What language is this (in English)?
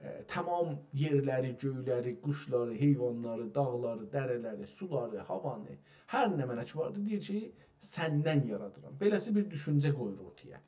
South Azerbaijani